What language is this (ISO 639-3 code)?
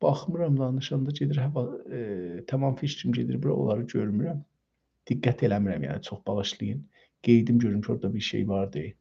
azb